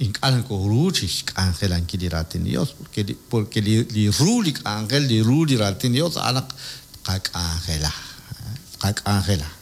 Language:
Kekchí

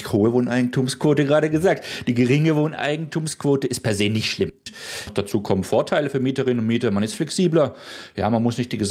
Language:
German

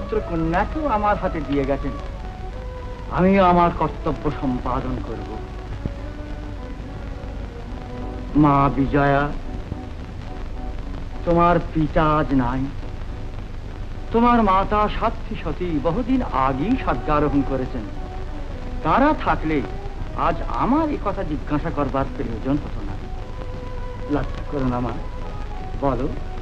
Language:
Bangla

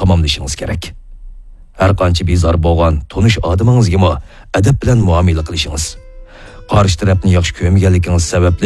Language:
Uyghur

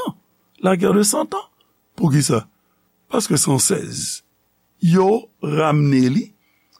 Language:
Haitian Creole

